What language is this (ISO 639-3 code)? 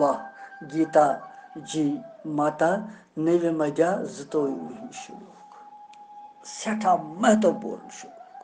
kas